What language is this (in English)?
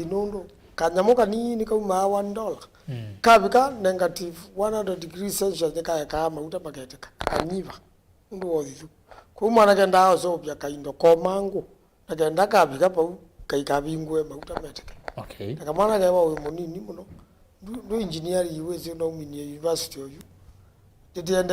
Kamba